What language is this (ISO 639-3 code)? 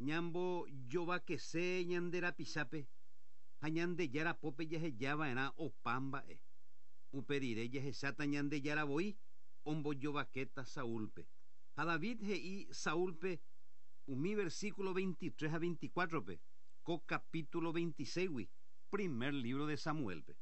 grn